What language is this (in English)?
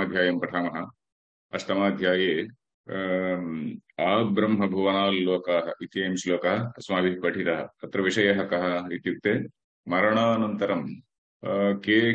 Sanskrit